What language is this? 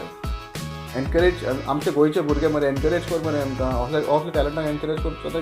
Konkani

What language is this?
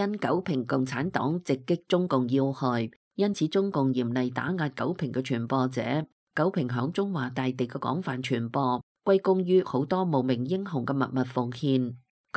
Cantonese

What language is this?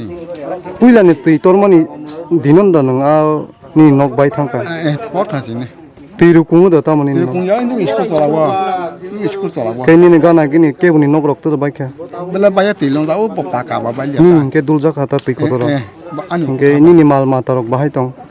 Kok Borok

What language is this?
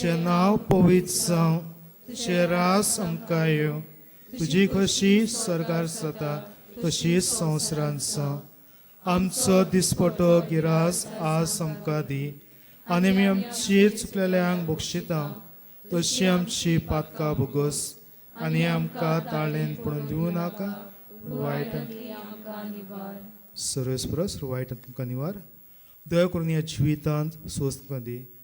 Konkani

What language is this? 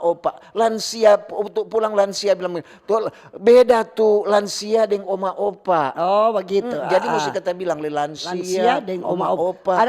Manado Malay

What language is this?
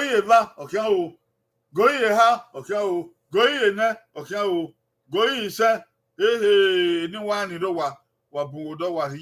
Bini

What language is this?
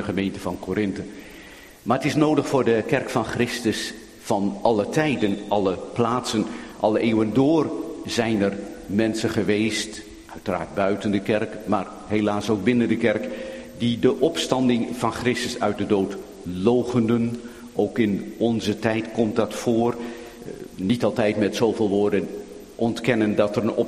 Dutch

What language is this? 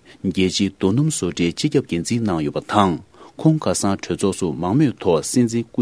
Tibetan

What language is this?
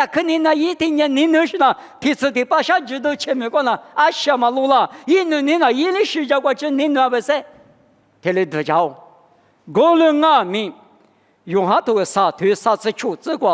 Lisu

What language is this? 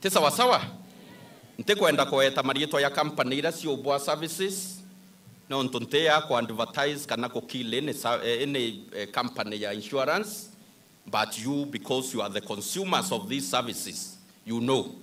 Meru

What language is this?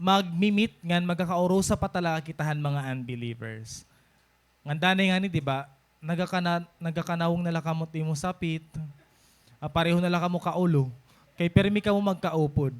Waray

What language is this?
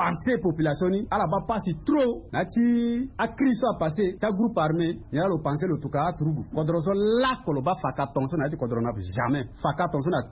Sango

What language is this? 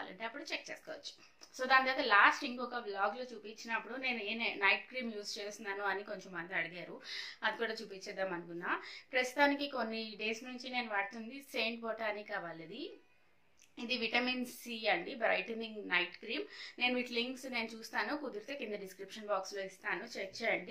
Telugu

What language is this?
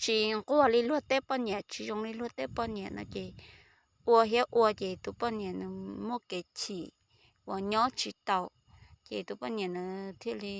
Hmong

